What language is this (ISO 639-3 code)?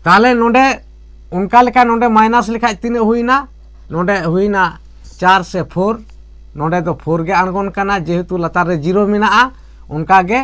sat